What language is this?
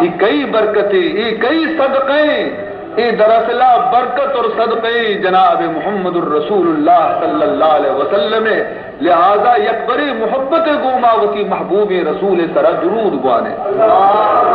Baluchi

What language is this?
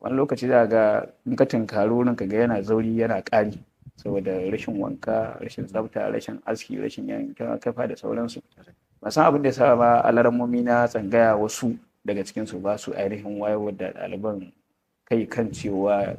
Hausa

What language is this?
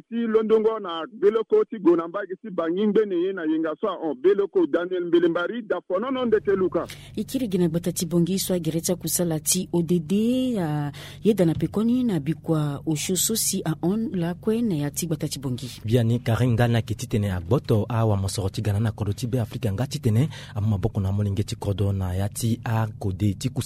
Sango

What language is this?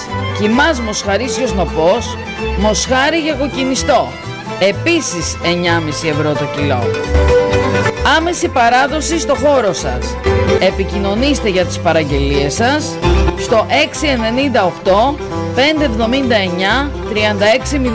Greek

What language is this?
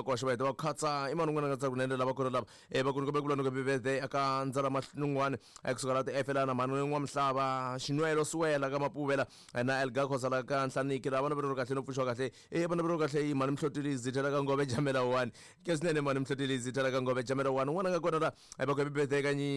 Tsonga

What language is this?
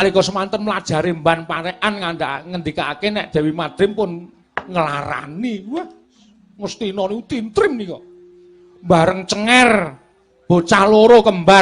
Javanese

